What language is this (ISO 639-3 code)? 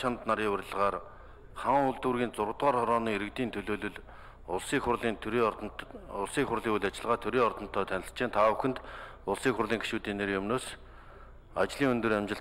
mon